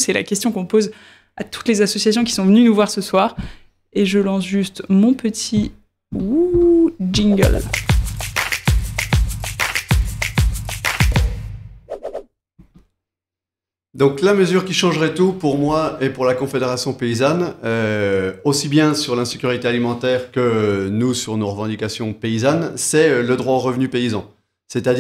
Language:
French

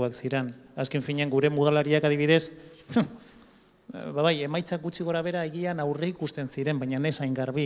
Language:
Basque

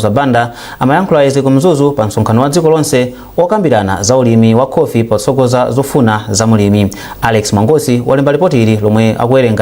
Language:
Nyanja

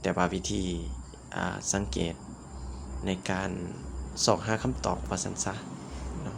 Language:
Lao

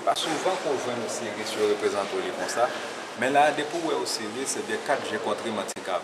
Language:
Haitian Creole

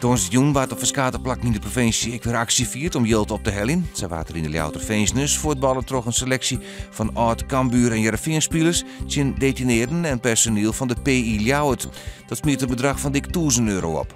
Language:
Western Frisian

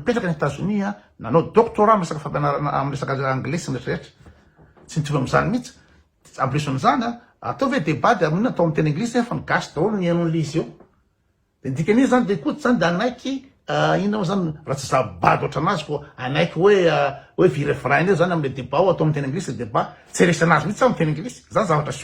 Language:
Malagasy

